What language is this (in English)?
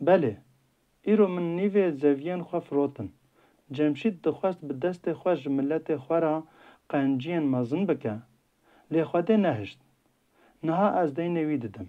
Kurdish